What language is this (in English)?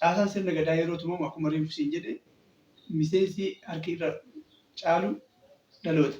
Oromo